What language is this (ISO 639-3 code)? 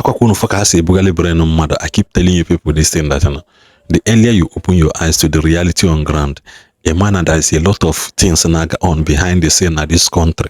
ibo